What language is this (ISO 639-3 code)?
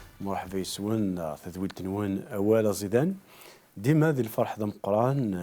kab